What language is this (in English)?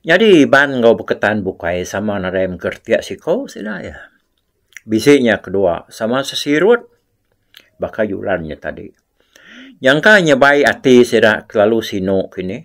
Iban